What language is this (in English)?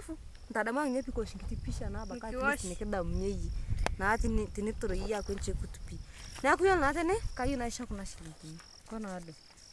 Masai